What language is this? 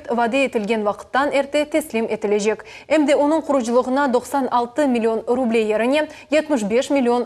Crimean Tatar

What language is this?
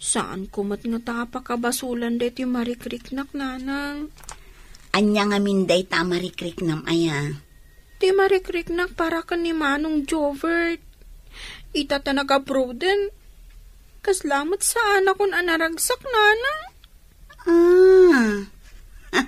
Iloko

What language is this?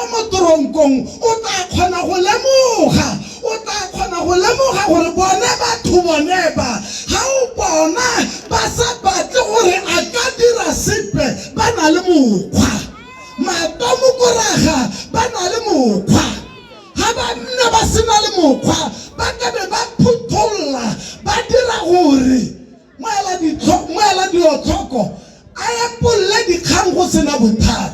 Tswana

